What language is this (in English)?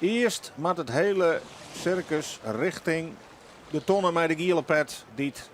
Western Frisian